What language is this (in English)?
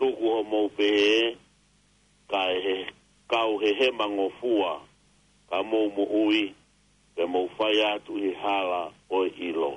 Tongan